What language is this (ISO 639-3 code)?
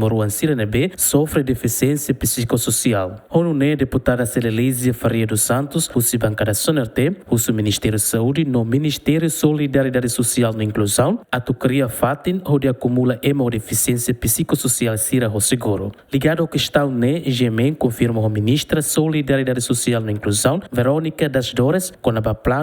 tet